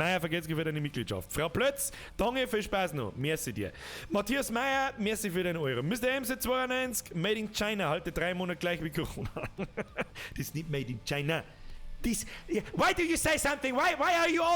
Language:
Bavarian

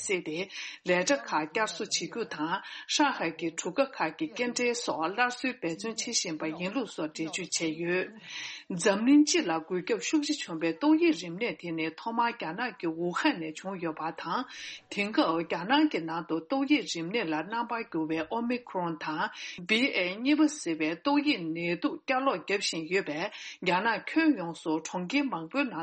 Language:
Tibetan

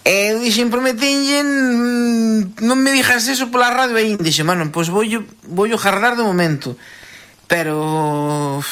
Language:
Galician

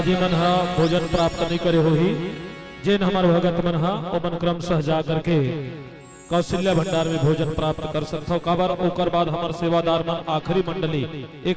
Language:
Chhattisgarhi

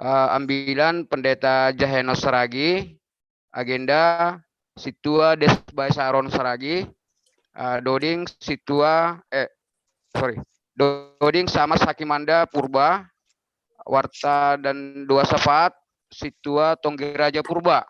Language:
Batak Simalungun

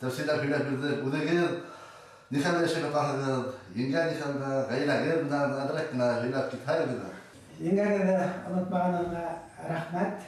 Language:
Bashkir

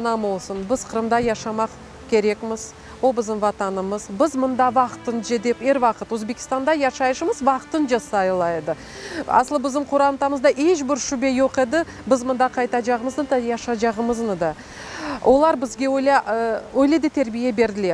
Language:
Crimean Tatar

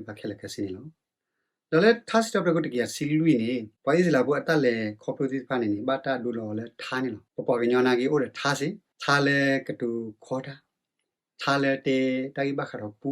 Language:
S'gaw Karen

